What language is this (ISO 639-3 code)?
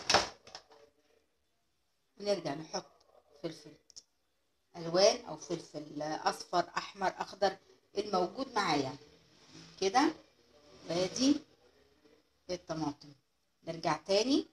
arz